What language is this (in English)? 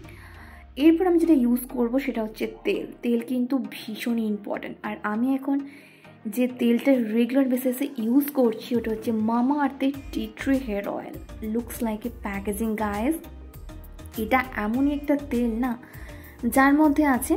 Bangla